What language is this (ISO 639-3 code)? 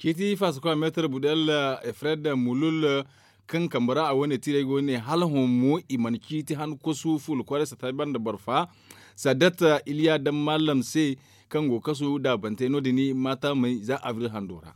dje